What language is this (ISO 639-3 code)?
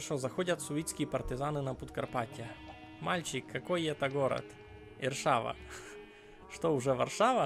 rue